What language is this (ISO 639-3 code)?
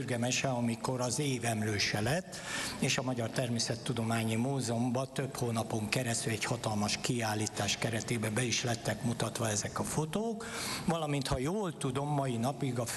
hun